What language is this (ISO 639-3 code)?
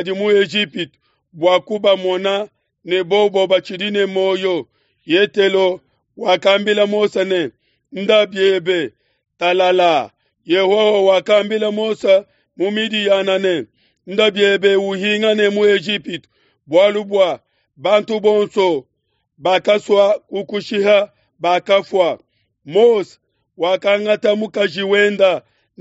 lua